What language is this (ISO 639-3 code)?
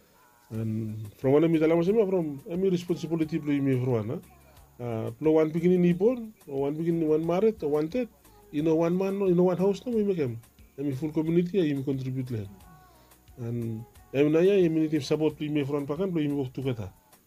bis